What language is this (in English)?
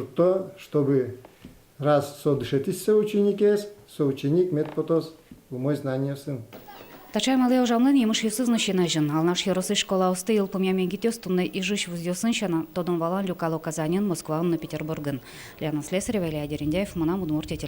Udmurt